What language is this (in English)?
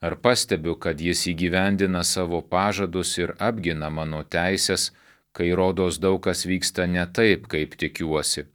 Lithuanian